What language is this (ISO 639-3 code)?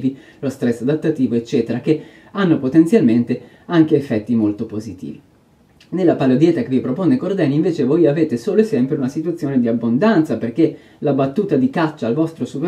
ita